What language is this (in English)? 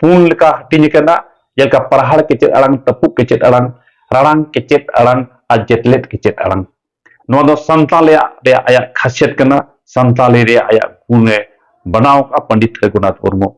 Santali